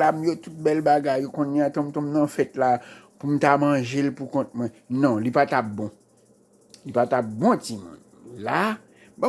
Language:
Haitian Creole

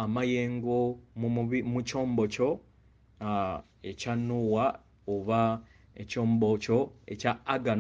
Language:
Ganda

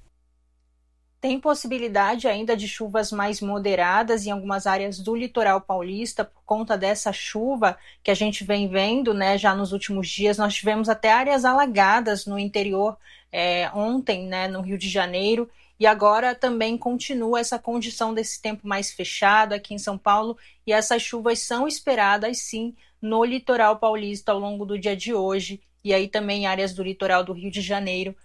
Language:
Portuguese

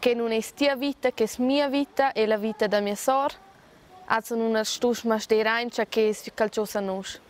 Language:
Romansh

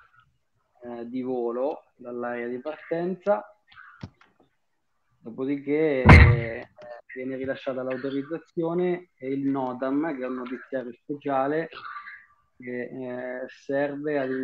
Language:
Italian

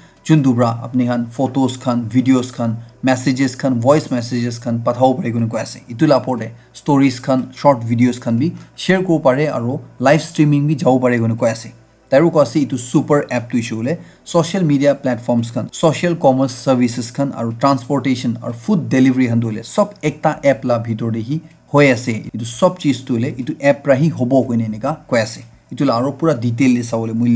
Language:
Naga Pidgin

